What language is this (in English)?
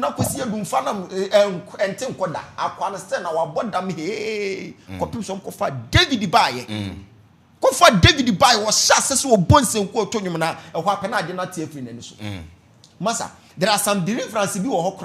Akan